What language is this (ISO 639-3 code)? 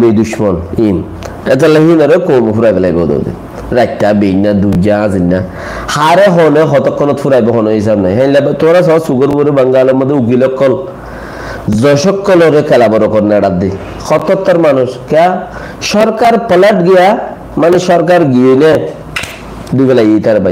rhg